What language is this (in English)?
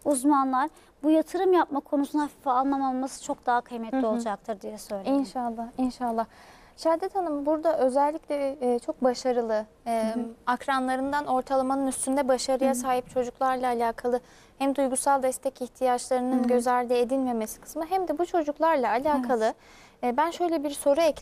Turkish